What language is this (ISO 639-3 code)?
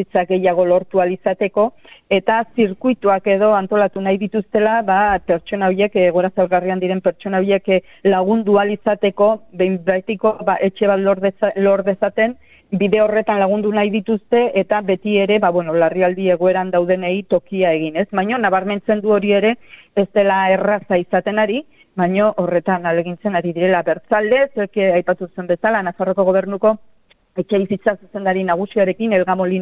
eus